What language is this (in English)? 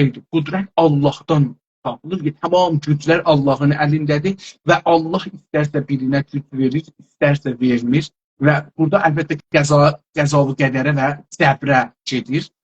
South Azerbaijani